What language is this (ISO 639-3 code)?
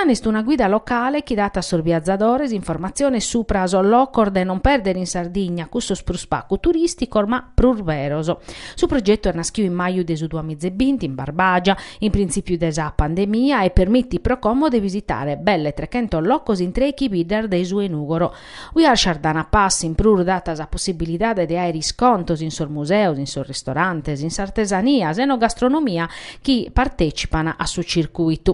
srd